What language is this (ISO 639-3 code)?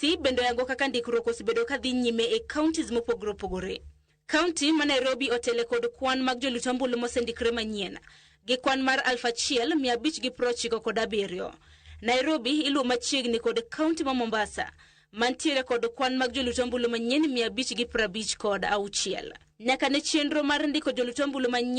luo